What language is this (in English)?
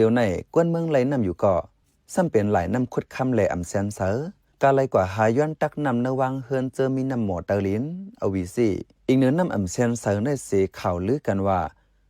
Shan